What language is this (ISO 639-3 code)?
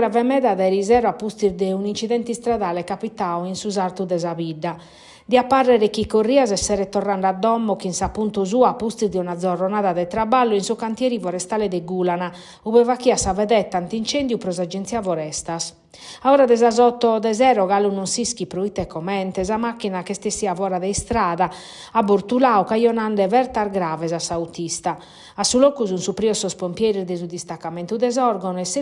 srd